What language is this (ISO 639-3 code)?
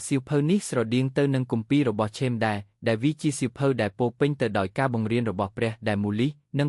khm